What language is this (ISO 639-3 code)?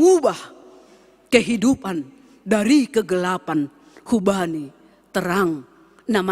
bts